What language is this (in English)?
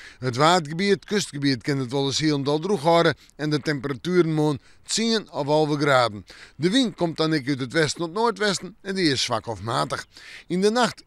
Western Frisian